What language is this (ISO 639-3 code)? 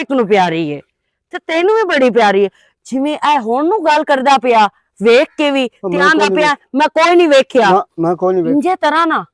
lah